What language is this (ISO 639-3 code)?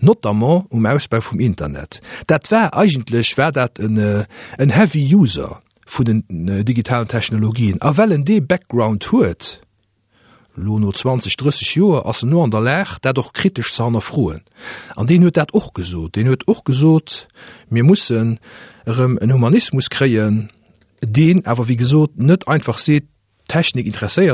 ltz